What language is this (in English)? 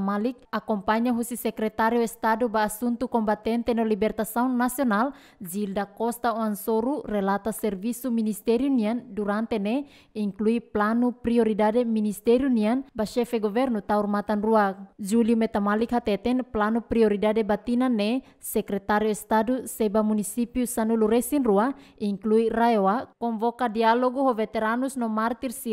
Tetum